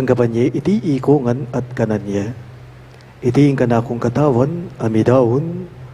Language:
Pampanga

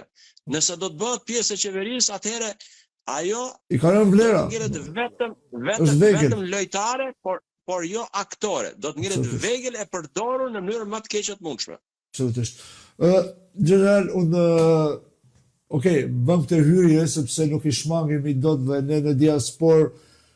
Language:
Albanian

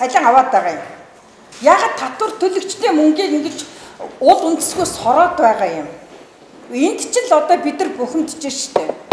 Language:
Mongolian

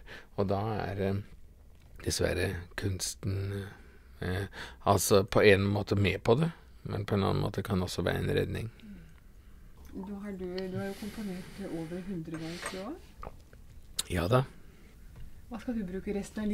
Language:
Norwegian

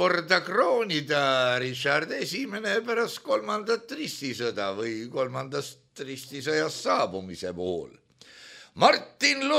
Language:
Estonian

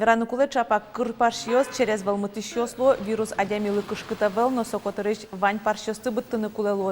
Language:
Udmurt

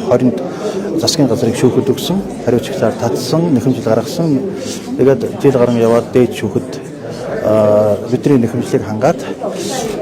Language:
Mongolian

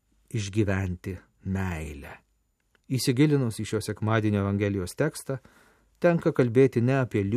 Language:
Lithuanian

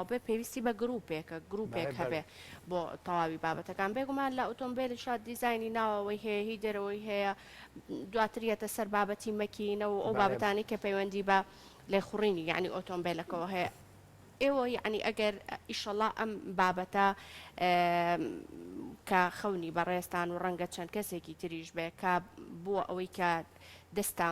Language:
Central Kurdish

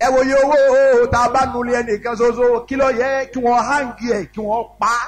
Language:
Yoruba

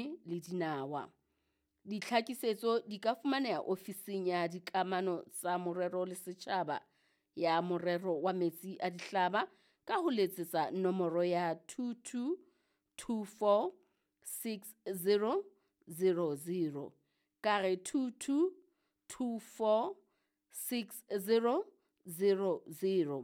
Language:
Southern Sotho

